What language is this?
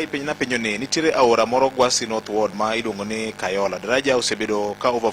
Luo (Kenya and Tanzania)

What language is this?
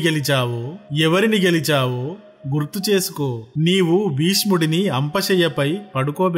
Telugu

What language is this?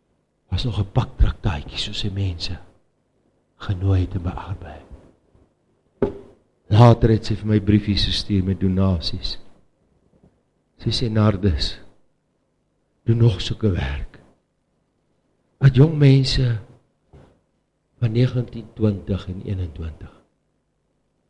Afrikaans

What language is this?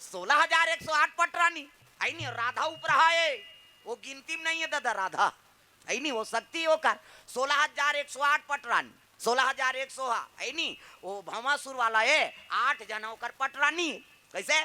Chhattisgarhi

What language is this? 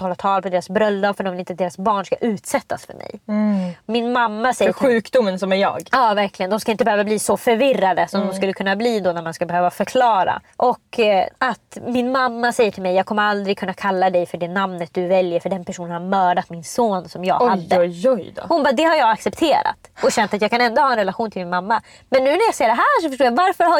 Swedish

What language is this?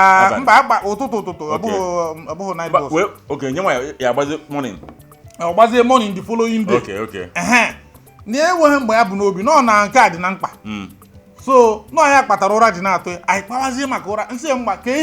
Igbo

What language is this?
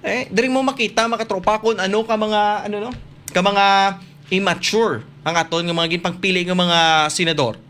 Hiligaynon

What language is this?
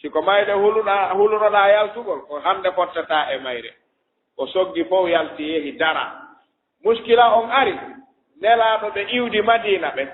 Fula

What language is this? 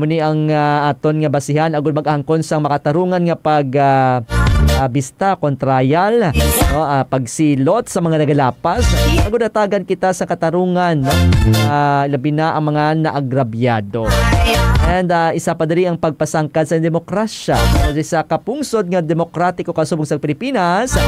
Hiligaynon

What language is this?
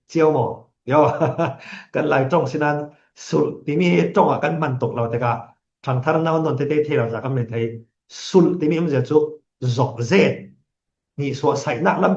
Falam Chin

